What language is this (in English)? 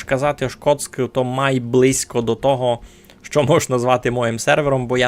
Rusyn